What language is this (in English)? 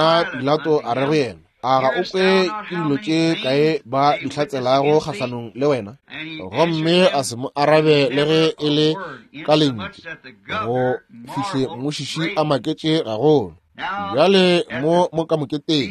Northern Sotho